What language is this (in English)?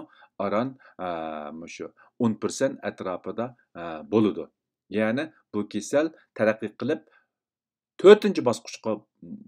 Uyghur